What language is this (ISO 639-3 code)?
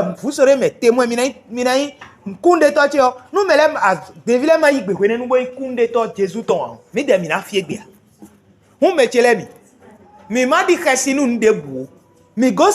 fon